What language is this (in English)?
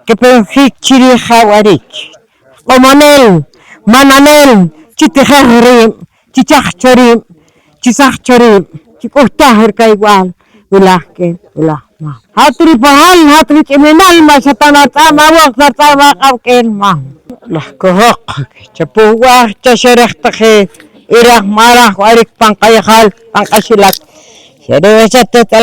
Poqomchi'